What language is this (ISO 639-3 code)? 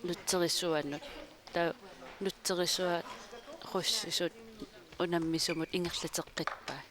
kal